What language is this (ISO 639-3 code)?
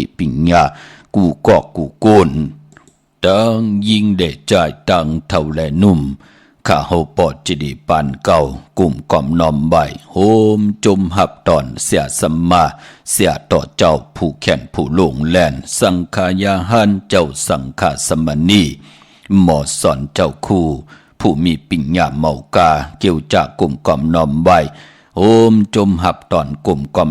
shn